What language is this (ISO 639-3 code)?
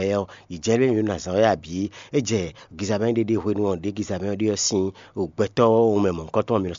fon